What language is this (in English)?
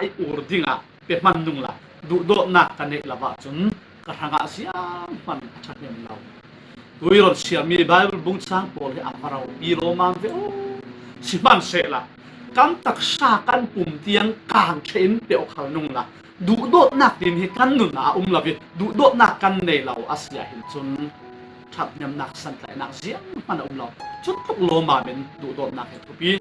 Falam Chin